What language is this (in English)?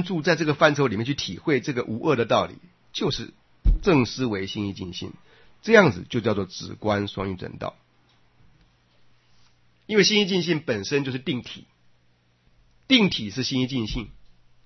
Chinese